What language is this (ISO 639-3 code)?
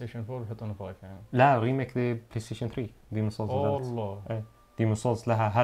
ars